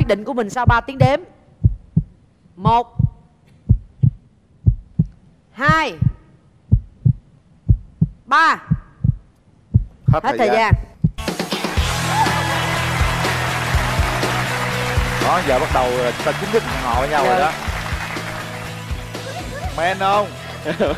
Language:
Vietnamese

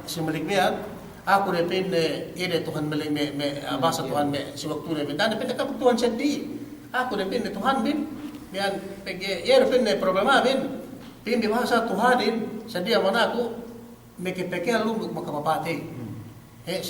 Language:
Yakan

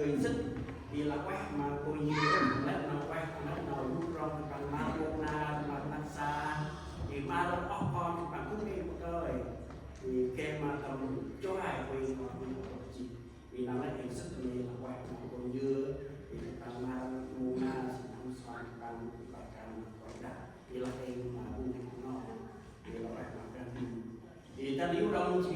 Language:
Central Mnong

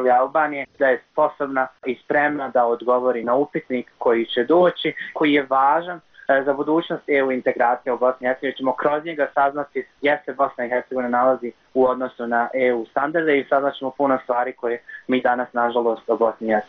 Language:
Bosnian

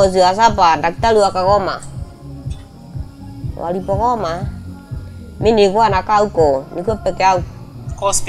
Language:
Swahili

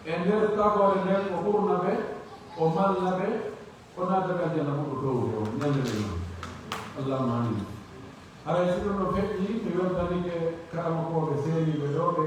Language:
Pular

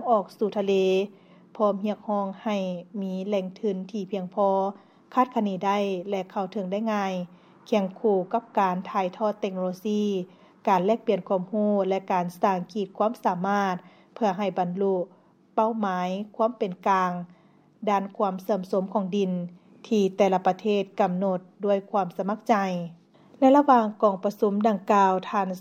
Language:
Lao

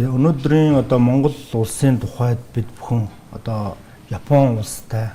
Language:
Mongolian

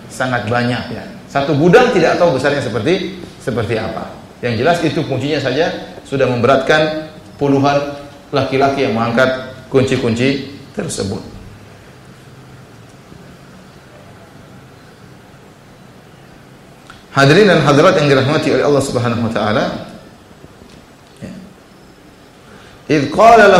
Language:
Indonesian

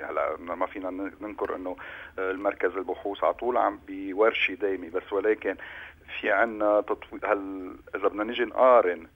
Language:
North Levantine Arabic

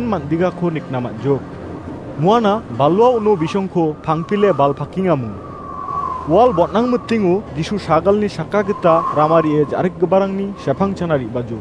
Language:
Garo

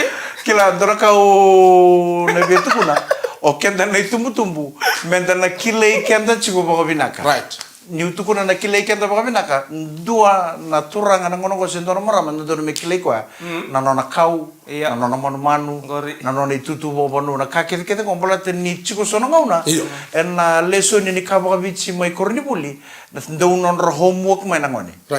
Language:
Fijian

